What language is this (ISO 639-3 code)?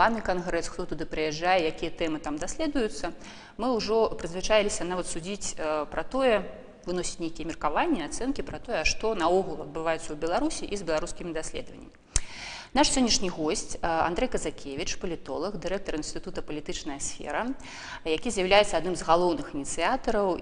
bel